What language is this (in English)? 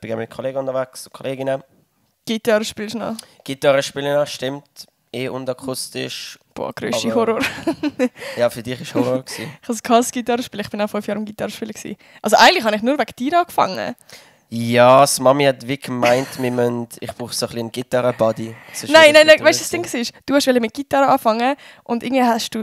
Swiss German